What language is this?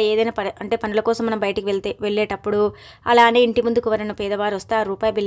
Telugu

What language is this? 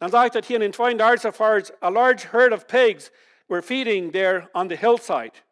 Plautdietsch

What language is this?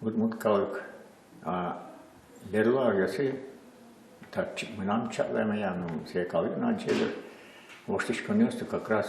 Udmurt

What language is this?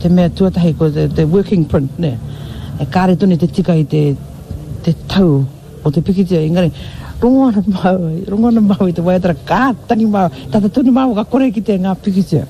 Māori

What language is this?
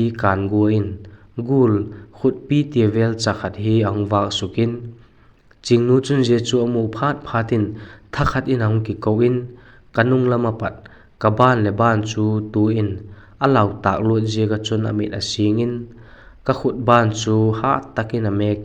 Vaiphei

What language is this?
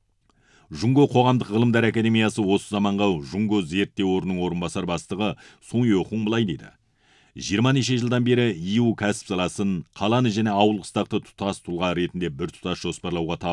Kazakh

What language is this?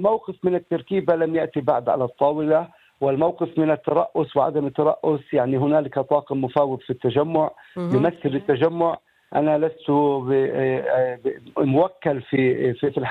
Arabic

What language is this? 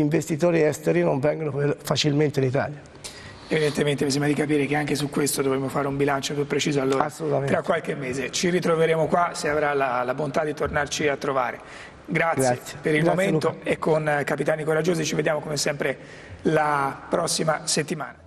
Italian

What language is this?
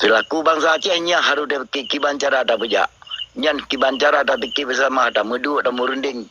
Achinese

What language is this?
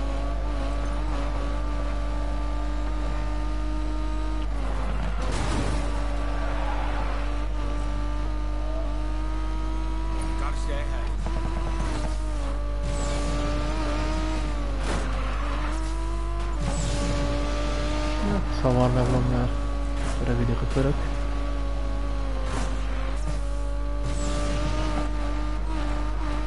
Hungarian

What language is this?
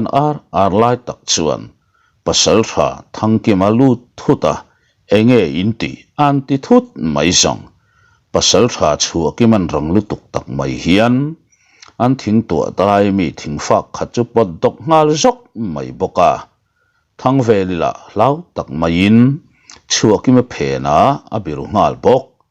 Mizo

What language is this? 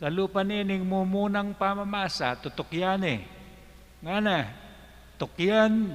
Pampanga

